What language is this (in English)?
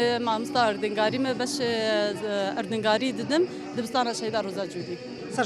Kurdish